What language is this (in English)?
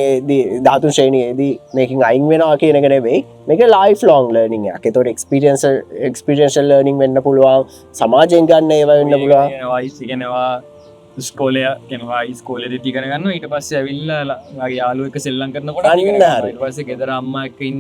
Sinhala